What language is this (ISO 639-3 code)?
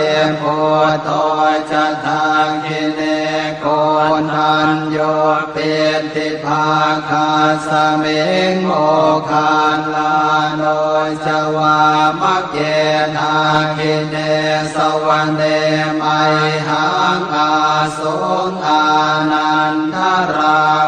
pli